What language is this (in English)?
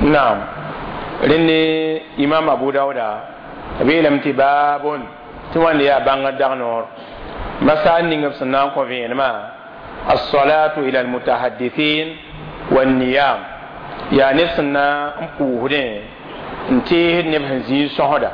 Mossi